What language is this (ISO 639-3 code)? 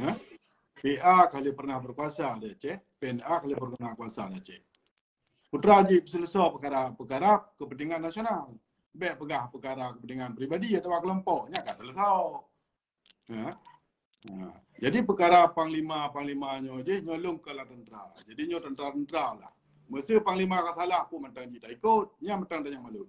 ace